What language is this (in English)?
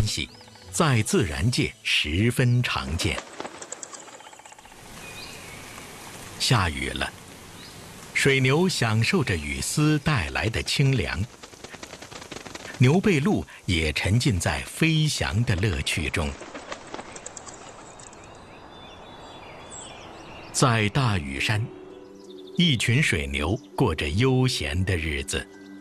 Chinese